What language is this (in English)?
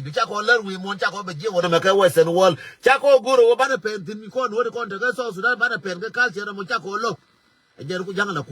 Nuer